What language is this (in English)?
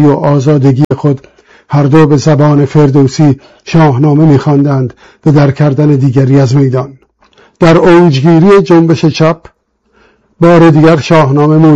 Persian